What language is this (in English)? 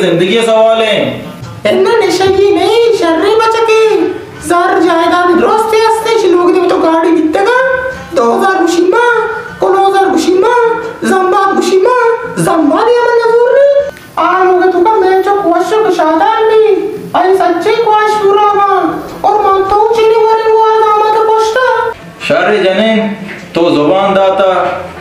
Baluchi